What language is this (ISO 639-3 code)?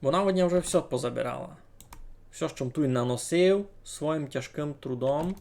rue